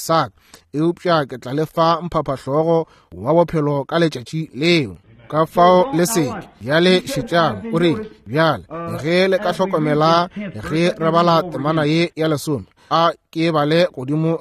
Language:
Northern Sotho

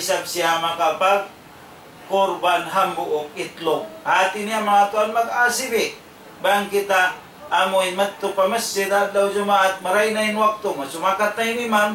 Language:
Tausug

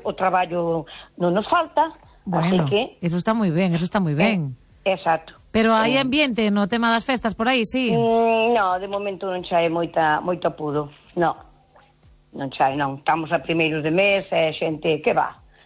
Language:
Galician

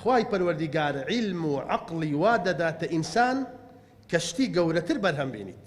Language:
Central Kurdish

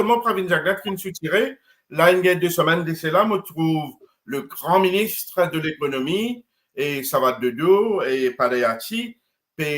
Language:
Morisyen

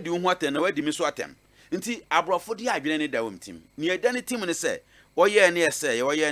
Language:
Akan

